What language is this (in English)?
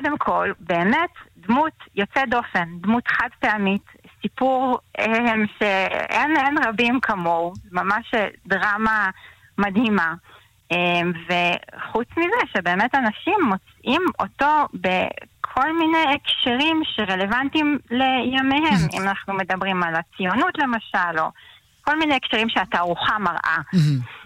Hebrew